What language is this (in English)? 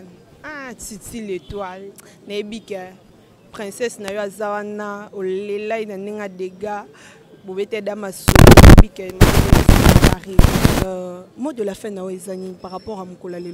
Lingala